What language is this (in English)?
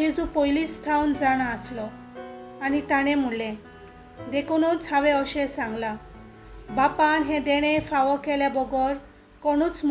Konkani